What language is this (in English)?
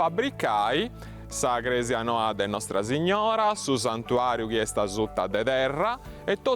Sardinian